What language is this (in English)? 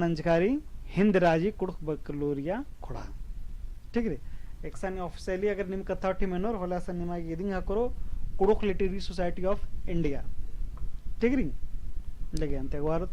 Kurukh